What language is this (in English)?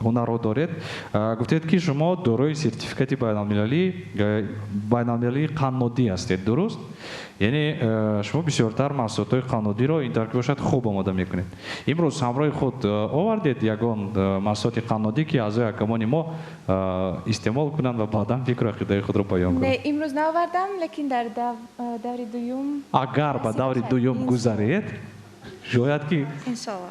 Tajik